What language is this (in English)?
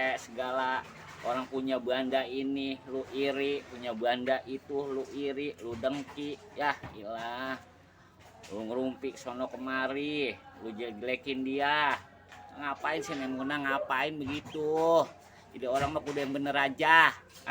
Betawi